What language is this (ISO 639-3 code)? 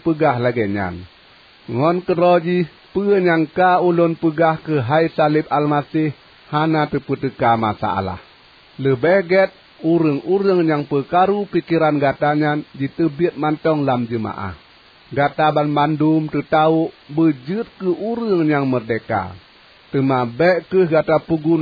ace